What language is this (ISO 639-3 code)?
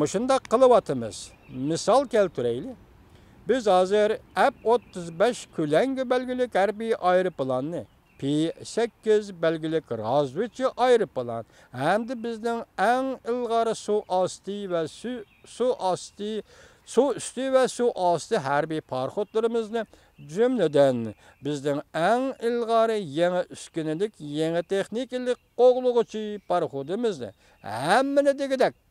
uig